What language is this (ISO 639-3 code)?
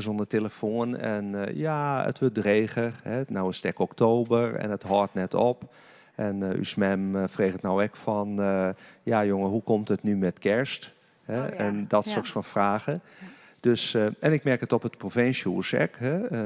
fry